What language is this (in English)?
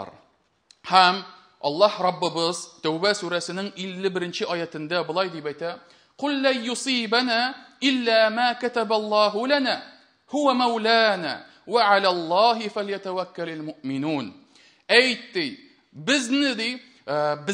Tatar